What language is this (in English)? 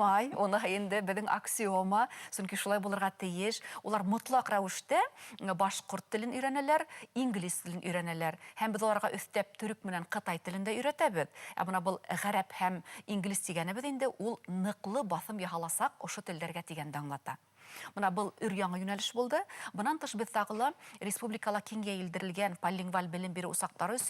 Bashkir